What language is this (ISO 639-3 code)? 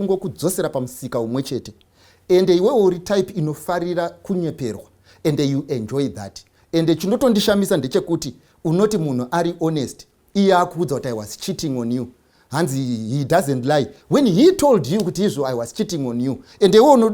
sna